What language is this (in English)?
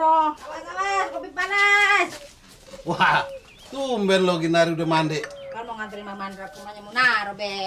Betawi